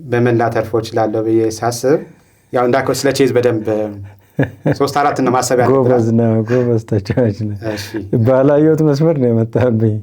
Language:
Amharic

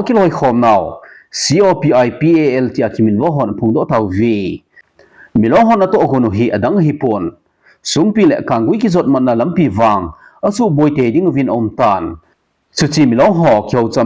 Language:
Thado Chin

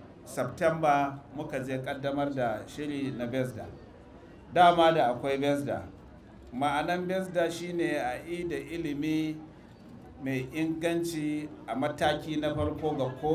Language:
Hausa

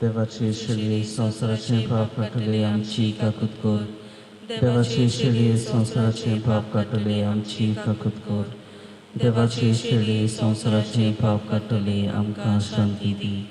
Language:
Konkani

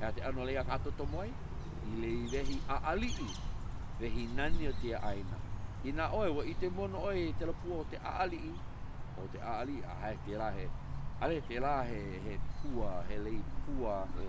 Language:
Hawaiian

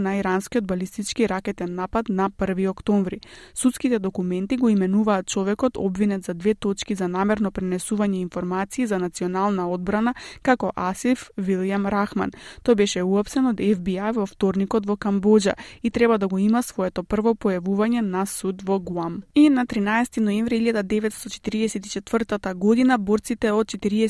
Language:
Macedonian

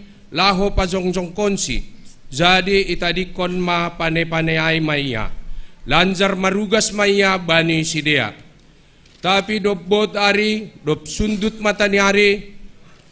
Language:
Batak Simalungun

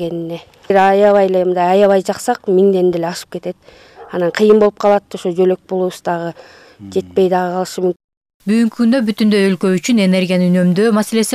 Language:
Kyrgyz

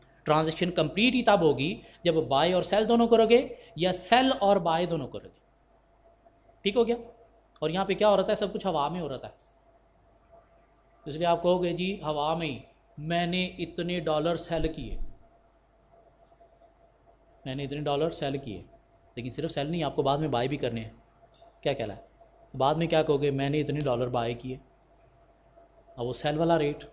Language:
Hindi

